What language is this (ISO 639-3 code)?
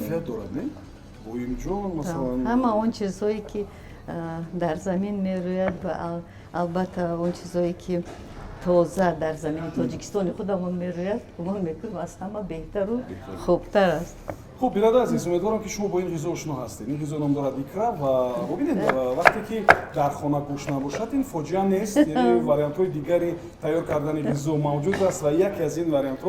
tgk